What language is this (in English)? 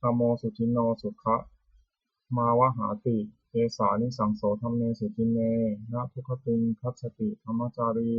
Pali